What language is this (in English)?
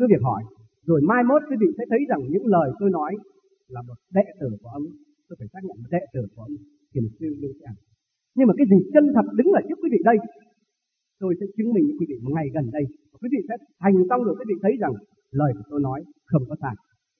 Vietnamese